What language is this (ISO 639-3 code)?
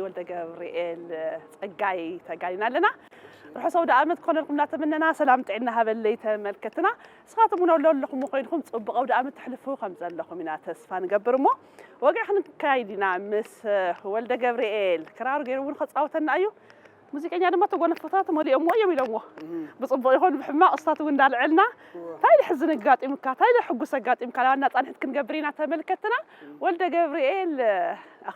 tir